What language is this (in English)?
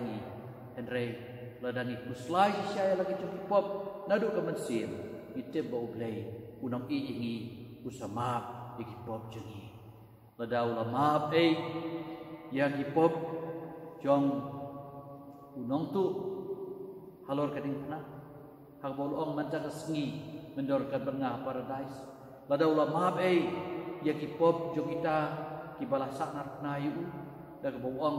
Khasi